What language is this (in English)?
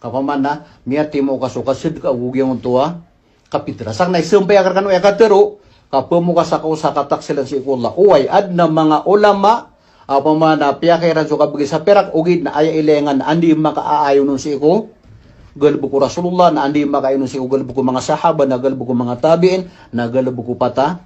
Maranao